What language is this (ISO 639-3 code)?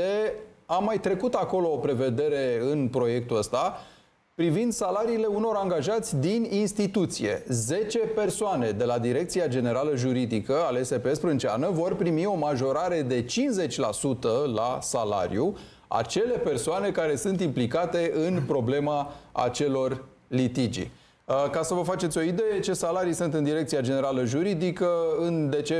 ron